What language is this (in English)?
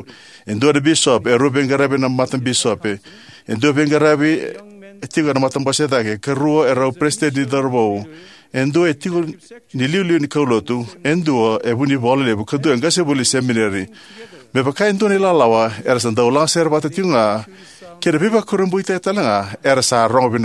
Fijian